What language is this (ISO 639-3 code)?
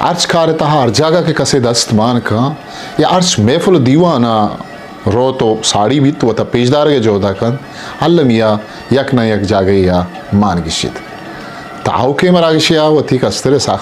bgp